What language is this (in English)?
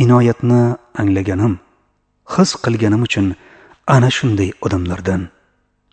Uzbek